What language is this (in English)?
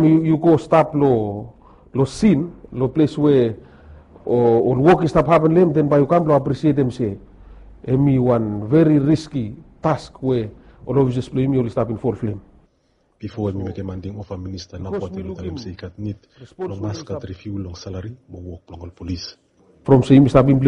Bislama